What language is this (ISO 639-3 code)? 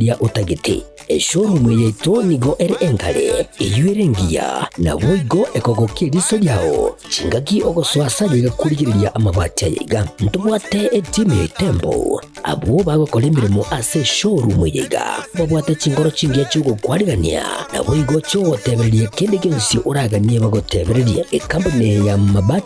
guz